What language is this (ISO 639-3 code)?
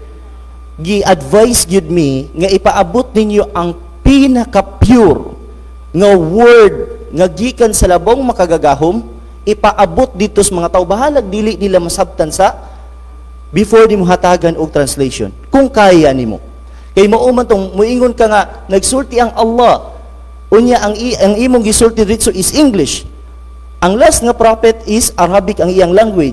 ceb